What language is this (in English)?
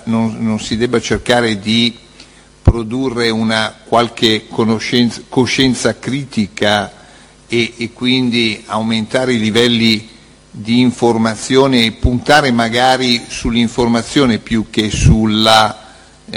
Italian